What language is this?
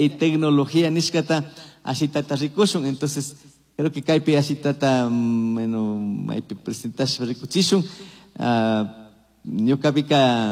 Chimborazo Highland Quichua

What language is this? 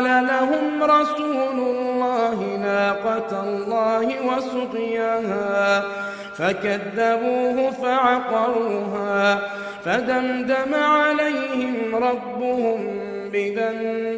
Arabic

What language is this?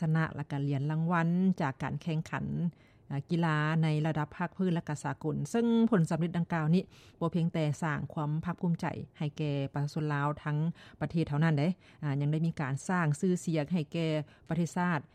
Lao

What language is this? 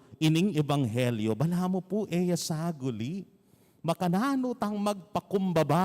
Pampanga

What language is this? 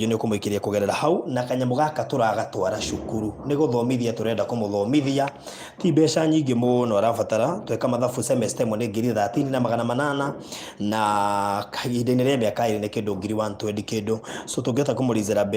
Kikuyu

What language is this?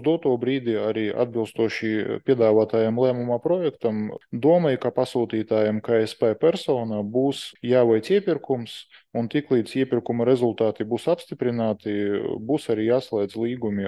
Latvian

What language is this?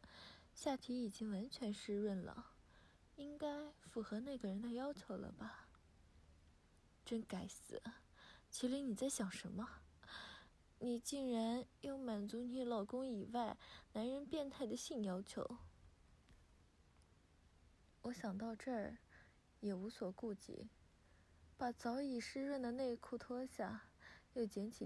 Chinese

